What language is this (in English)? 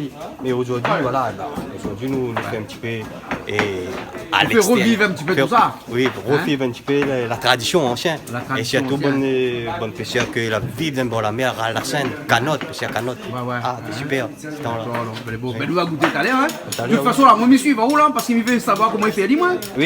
Réunion Creole French